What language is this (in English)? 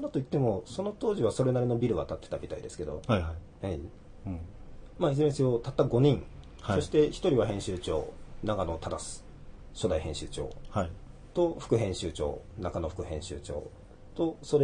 Japanese